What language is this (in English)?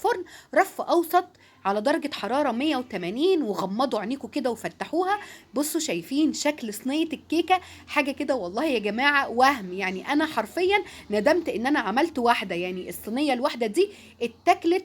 Egyptian Arabic